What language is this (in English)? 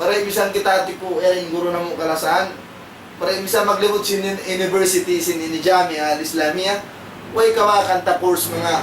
Tausug